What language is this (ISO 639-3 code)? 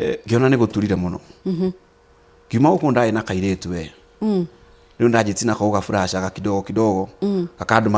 kik